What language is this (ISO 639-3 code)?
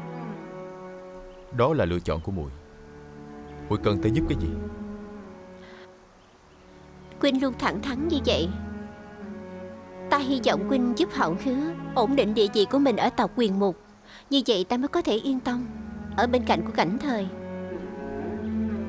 vie